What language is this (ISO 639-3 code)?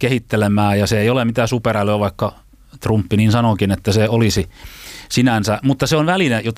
fin